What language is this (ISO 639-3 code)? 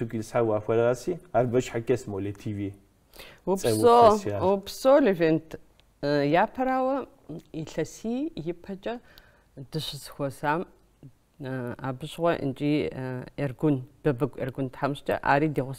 kbd